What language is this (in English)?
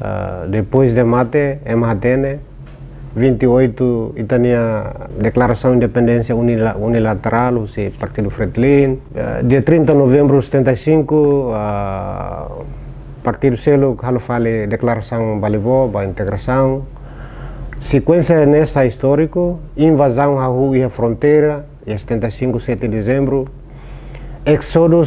Tetum